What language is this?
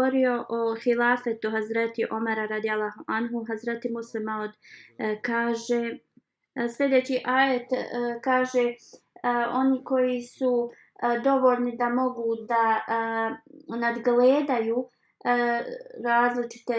Bosnian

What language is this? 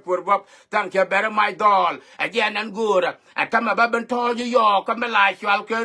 Nuer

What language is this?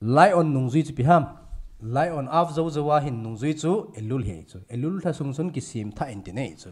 Thado Chin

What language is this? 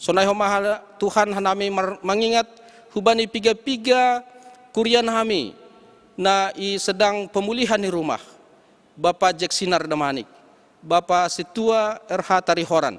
Batak Simalungun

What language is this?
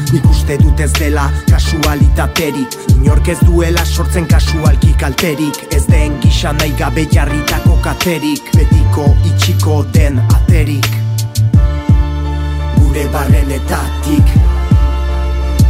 Basque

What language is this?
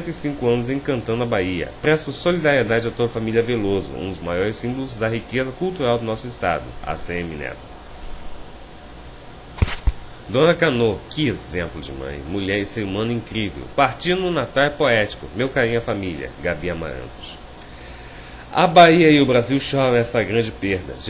Portuguese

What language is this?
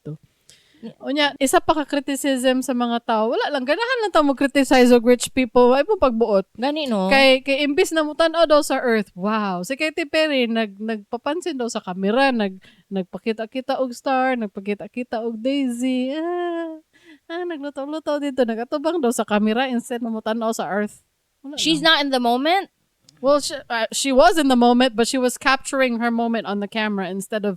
Cebuano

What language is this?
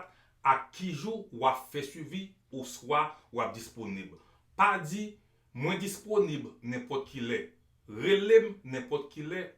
Haitian Creole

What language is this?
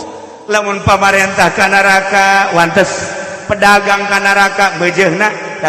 Sundanese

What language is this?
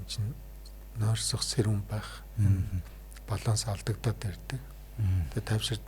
Mongolian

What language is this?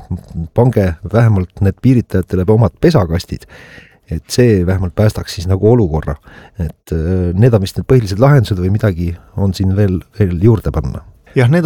Estonian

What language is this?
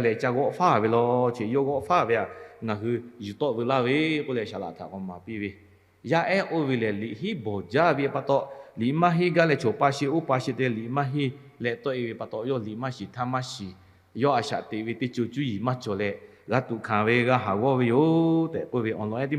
Lahu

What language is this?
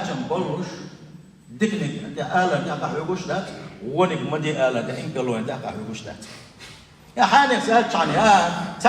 Chechen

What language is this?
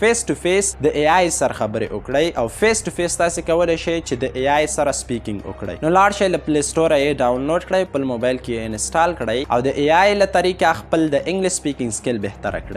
Pashto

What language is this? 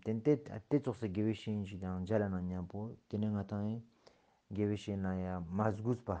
Ladakhi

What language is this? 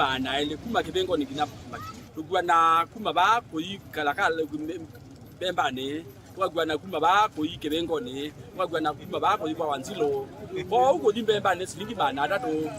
Kamba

